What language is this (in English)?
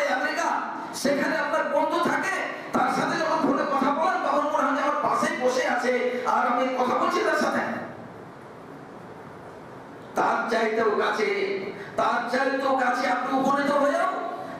Bangla